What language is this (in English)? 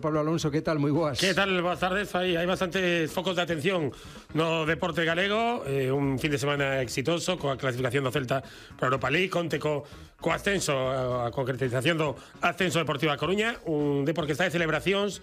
Galician